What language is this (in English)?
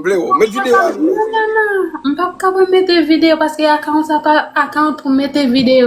Haitian Creole